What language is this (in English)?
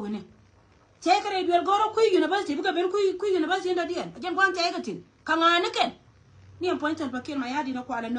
Nuer